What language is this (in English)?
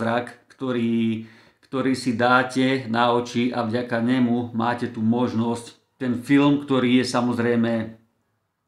Slovak